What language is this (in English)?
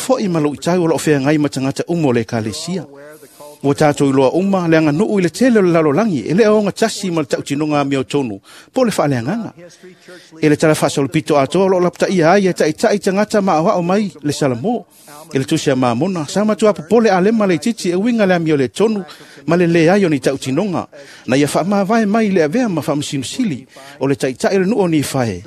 Samoan